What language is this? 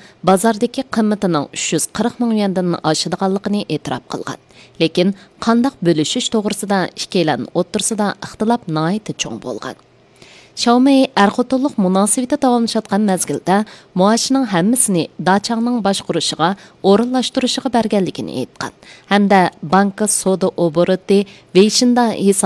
Uyghur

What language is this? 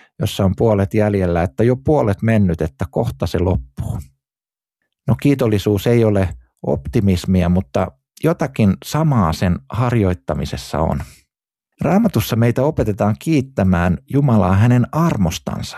Finnish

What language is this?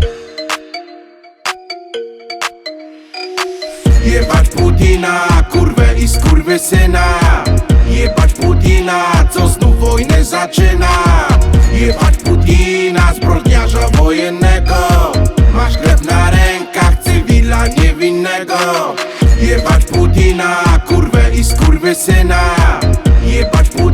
Polish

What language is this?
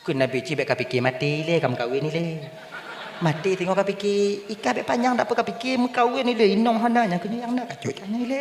Achinese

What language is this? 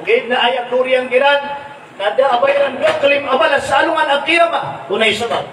Maranao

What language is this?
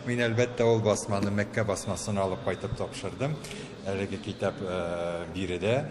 Tatar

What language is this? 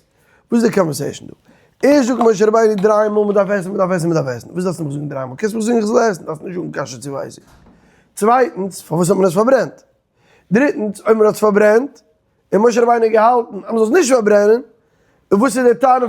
Yiddish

